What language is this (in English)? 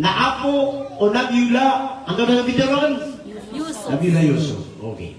Maranao